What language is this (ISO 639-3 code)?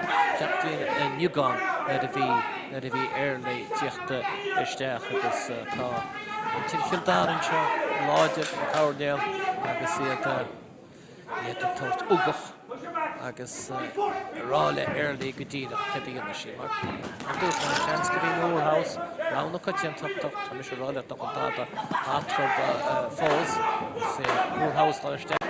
gle